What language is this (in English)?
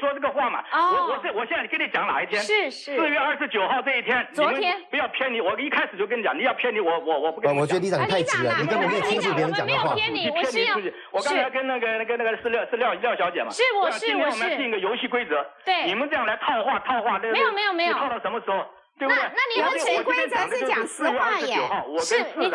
Chinese